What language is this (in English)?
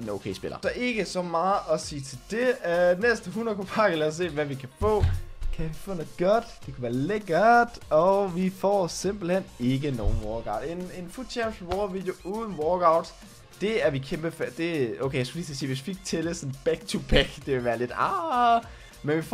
Danish